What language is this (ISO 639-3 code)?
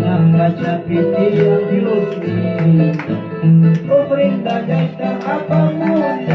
quy